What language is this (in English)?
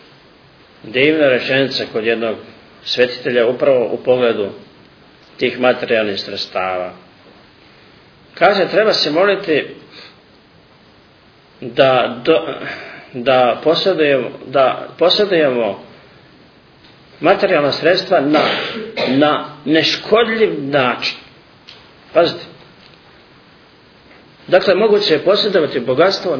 Serbian